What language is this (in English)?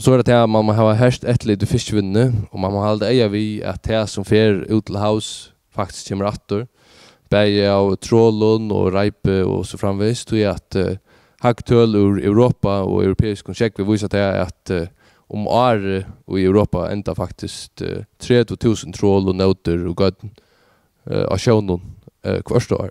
Faroese